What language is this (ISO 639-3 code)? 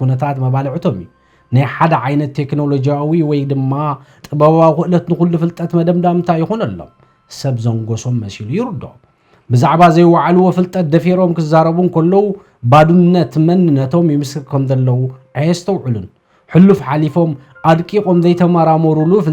tir